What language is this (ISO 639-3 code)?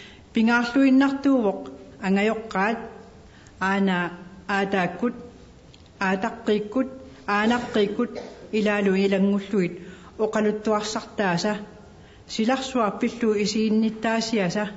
kal